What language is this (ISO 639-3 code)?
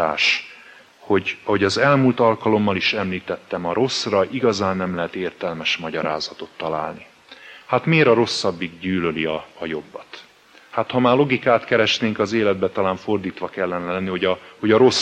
hun